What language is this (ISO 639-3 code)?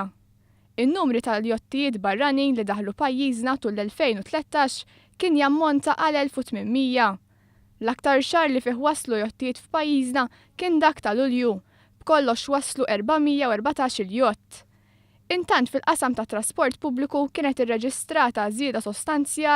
mlt